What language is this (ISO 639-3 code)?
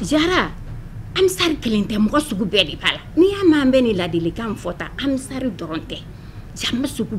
bam